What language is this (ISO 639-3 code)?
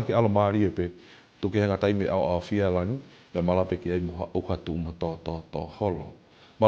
ton